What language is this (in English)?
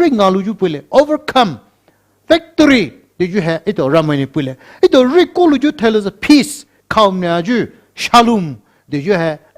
Poumei Naga